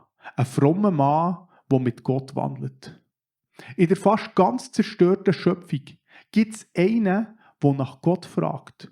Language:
Swiss German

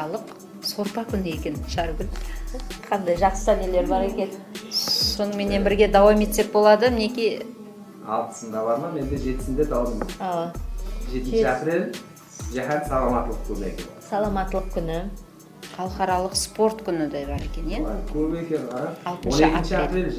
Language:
Kara-Kalpak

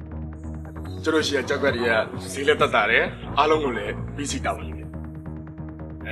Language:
Burmese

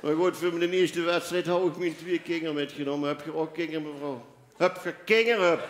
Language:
Limburgish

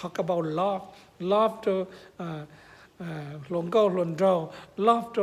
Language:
Hmong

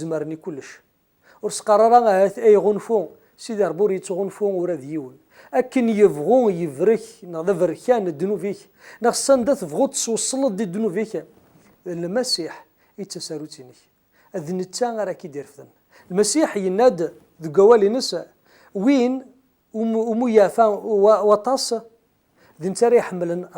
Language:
Kabyle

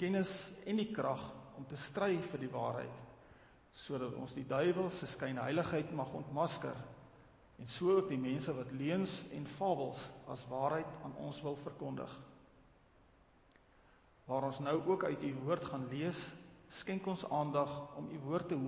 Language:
Afrikaans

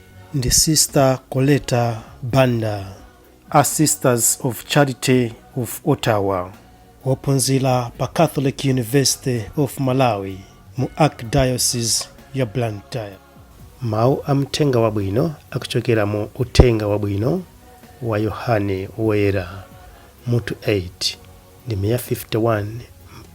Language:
Nyanja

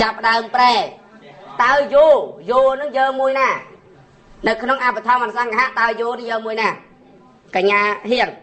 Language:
Khmer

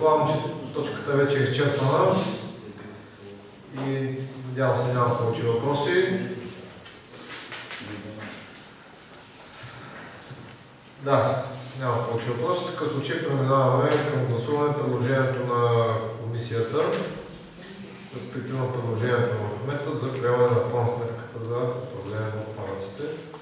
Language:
Bulgarian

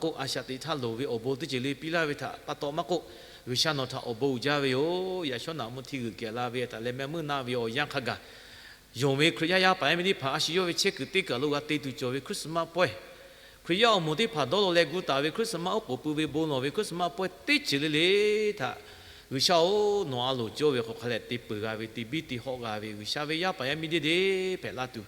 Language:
Lahu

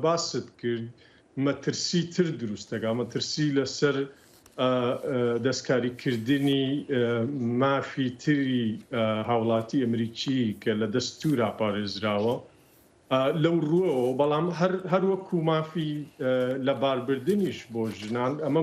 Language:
Central Kurdish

